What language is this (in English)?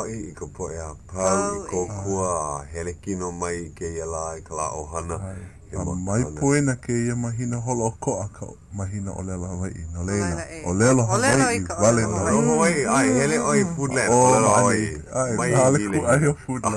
Hawaiian